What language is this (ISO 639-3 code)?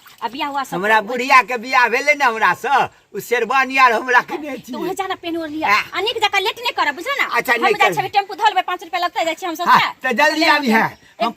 mai